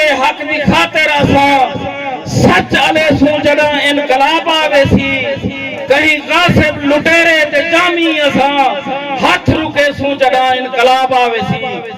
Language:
Saraiki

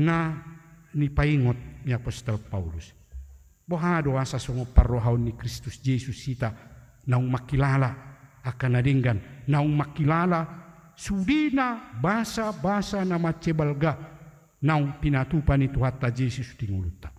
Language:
Batak Toba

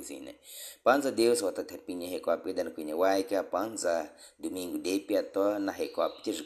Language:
Baniwa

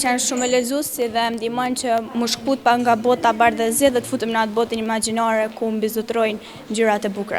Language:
Albanian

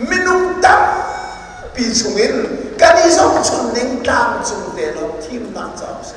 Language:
Hakha Chin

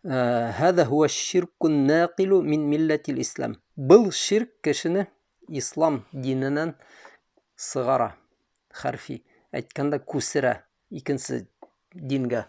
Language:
Bashkir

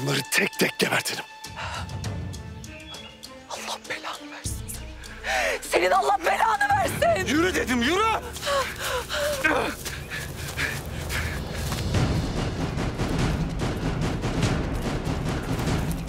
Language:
Turkish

